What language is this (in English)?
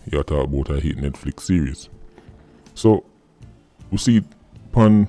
Jamaican Creole English